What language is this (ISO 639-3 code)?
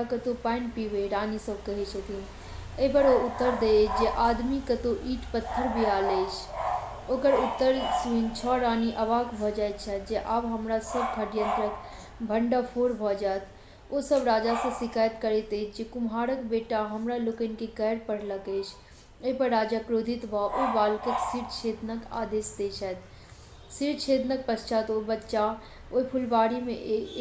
mai